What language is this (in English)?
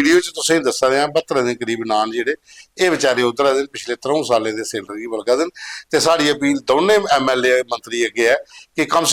Dogri